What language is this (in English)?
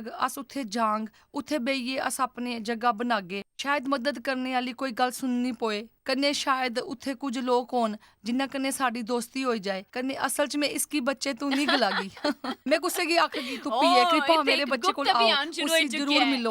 Dogri